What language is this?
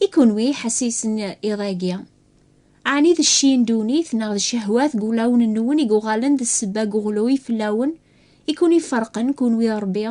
Kabyle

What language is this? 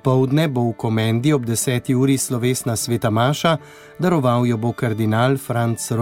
Slovenian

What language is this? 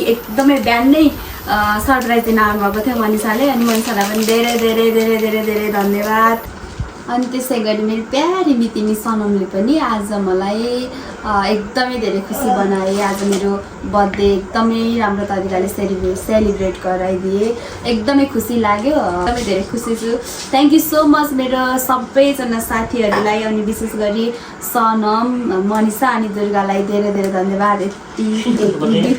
Nepali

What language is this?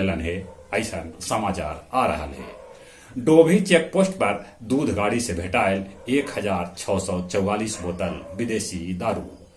Magahi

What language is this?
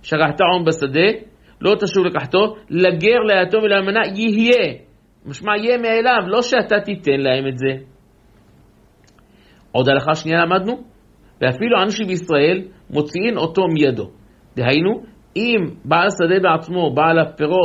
Hebrew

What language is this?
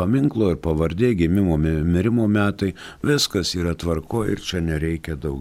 Lithuanian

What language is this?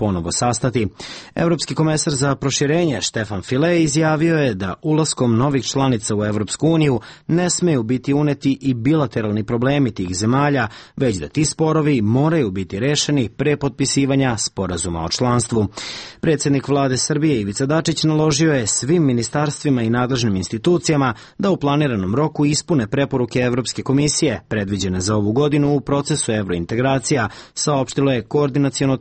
Serbian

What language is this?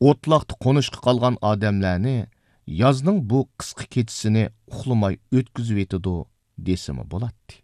Uyghur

